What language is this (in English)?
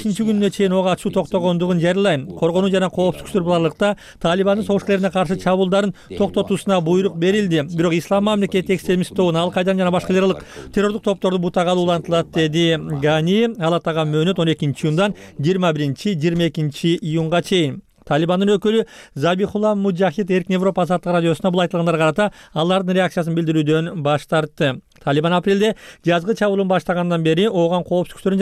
Kyrgyz